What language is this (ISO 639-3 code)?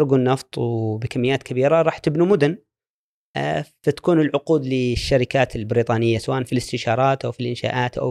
afb